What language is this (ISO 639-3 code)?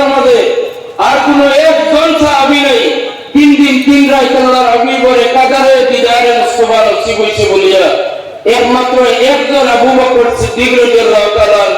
syl